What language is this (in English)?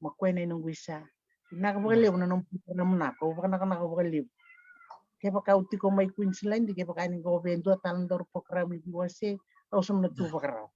Fijian